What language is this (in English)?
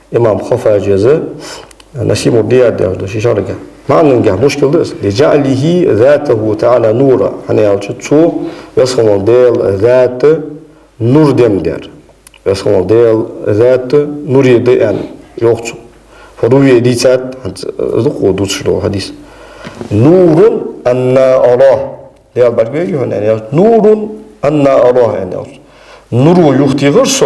Ingush